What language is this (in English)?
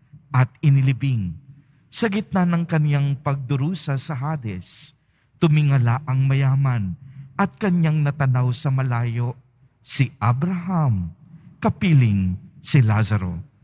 Filipino